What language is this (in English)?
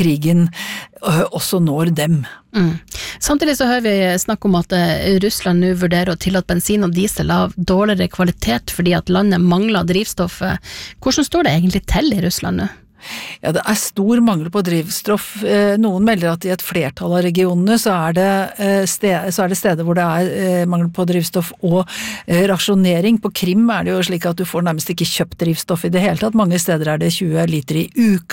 Norwegian